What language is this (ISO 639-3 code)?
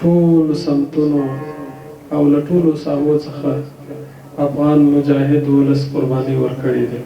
pus